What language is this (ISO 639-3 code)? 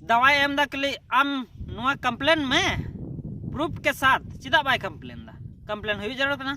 sat